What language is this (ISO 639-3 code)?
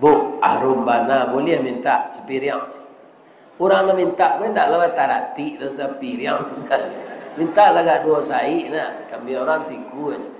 min